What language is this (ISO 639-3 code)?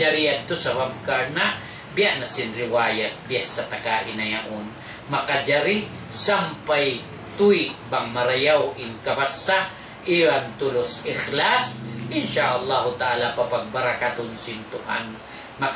tsg